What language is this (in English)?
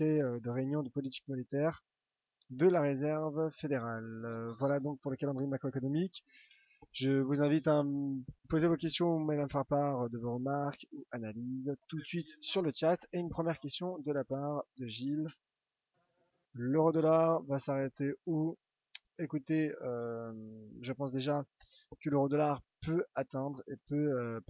French